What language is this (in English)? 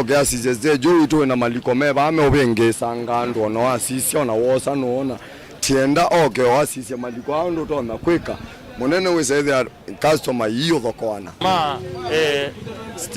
Kamba